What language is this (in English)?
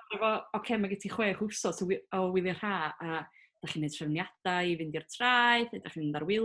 Welsh